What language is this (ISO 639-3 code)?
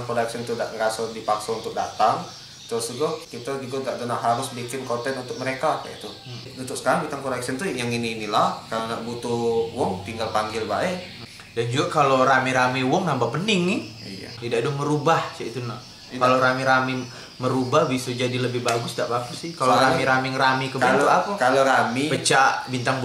mui